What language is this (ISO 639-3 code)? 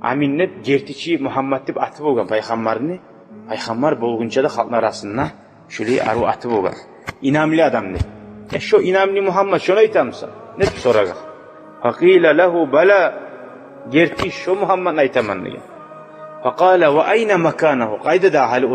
kum